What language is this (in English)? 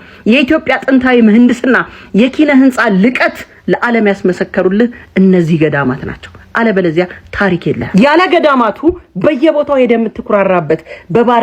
Amharic